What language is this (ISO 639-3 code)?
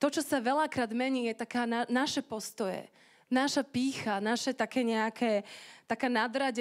slk